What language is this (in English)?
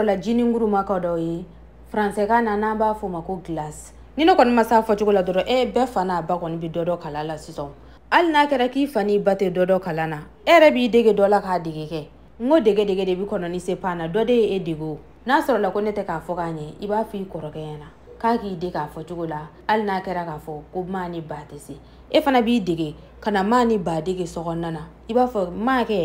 Bambara